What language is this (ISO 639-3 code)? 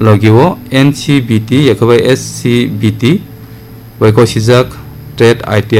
trp